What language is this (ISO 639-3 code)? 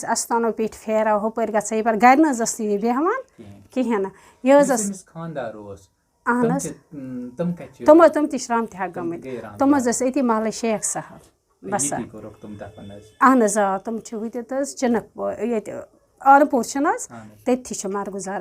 kas